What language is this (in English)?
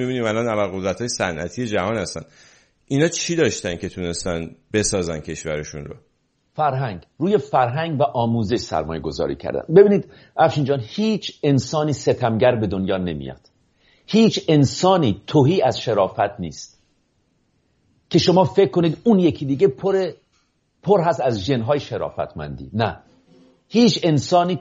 Persian